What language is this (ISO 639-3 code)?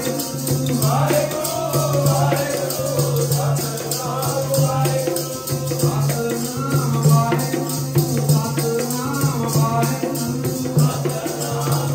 pan